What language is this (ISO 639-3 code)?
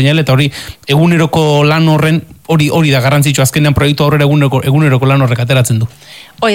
eus